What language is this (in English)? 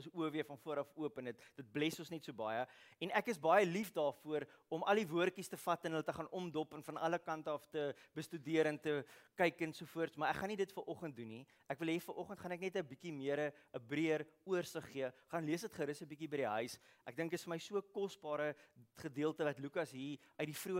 Afrikaans